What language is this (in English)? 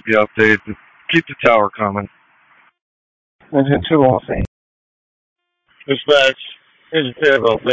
English